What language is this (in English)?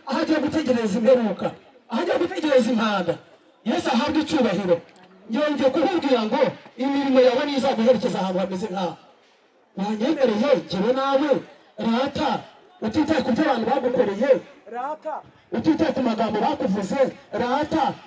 Kinyarwanda